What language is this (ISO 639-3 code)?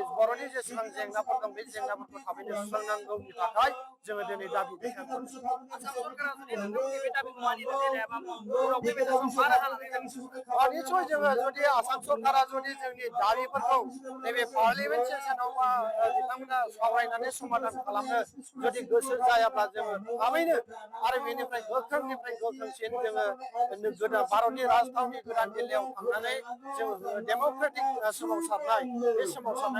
brx